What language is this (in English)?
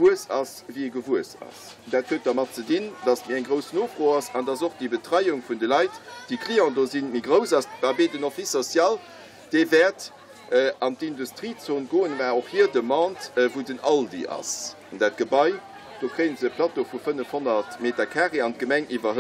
Luxembourgish